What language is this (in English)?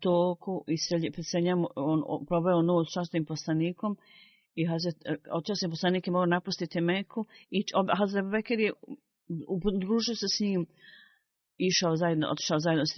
Bosnian